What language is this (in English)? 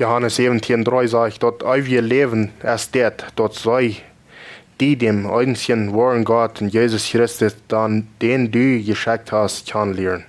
Plautdietsch